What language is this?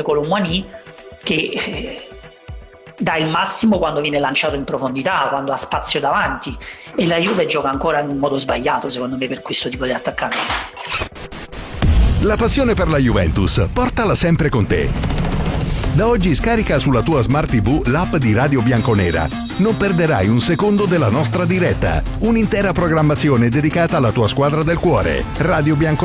Italian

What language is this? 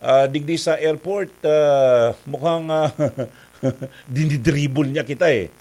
Bikol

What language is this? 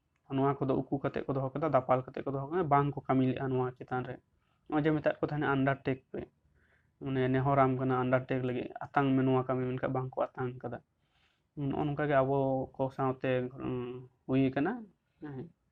Santali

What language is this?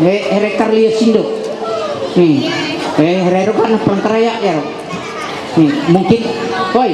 Ma'anyan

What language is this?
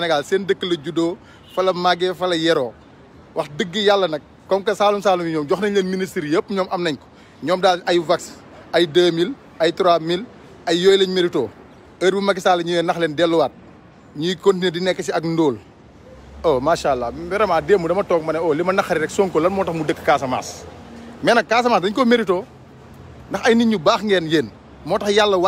Wolof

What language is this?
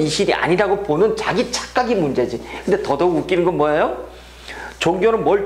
Korean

